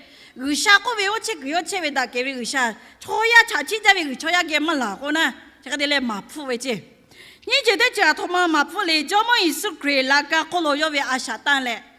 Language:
Lahu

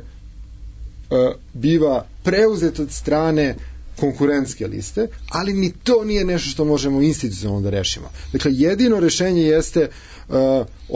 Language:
Serbian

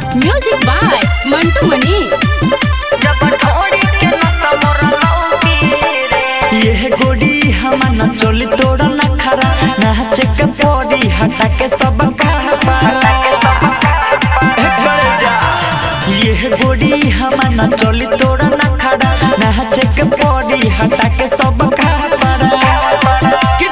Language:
Bhojpuri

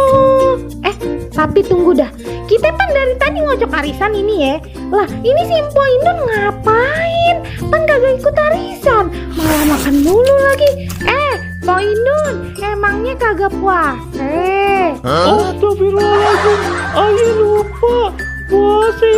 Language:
Betawi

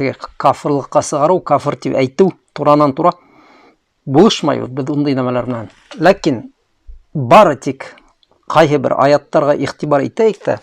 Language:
Bashkir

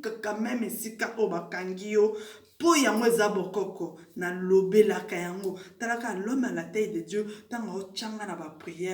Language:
Lingala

